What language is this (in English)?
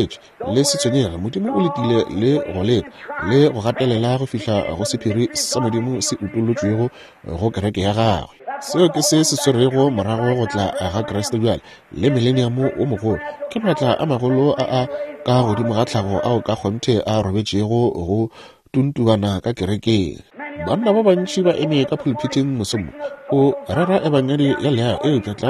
Northern Sotho